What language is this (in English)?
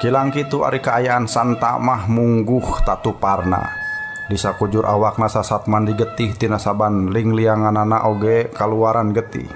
Sundanese